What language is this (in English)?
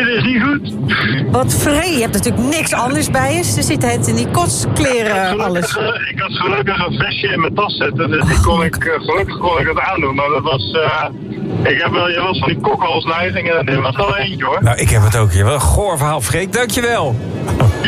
Dutch